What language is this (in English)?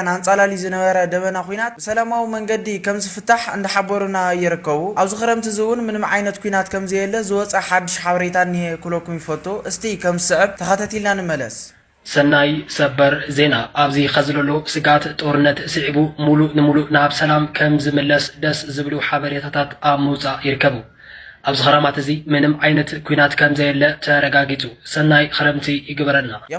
Tigrinya